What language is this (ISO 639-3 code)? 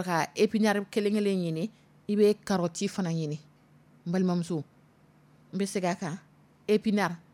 dyu